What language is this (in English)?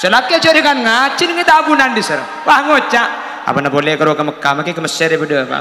Madurese